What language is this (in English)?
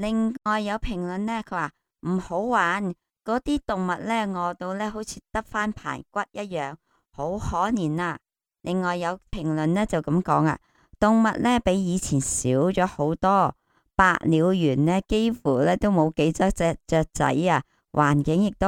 Cantonese